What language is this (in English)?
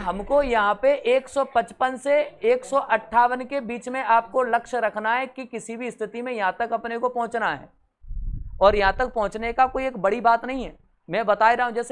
Hindi